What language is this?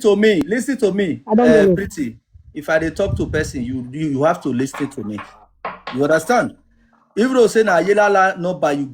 Nigerian Pidgin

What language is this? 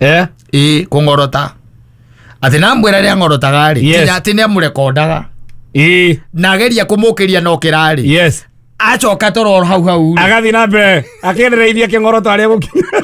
Kikuyu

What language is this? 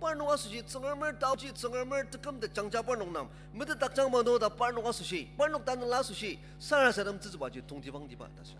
Ao Naga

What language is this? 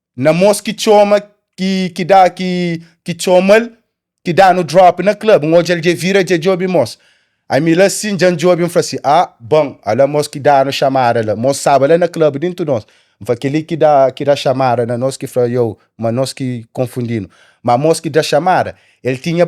Kabuverdianu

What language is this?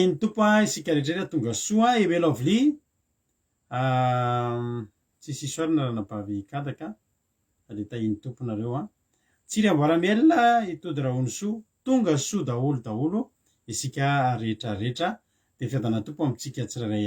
Malagasy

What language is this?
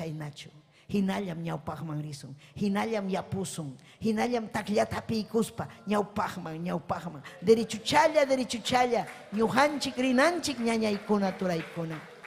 Ayacucho Quechua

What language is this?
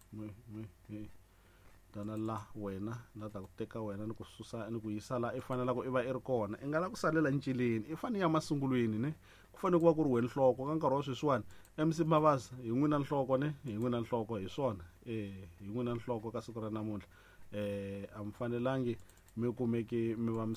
Tsonga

